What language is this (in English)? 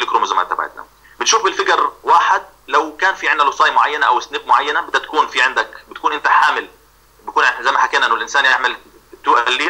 South Levantine Arabic